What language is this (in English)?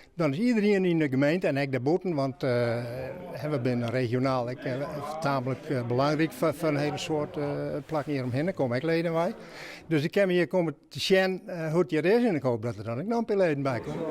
Western Frisian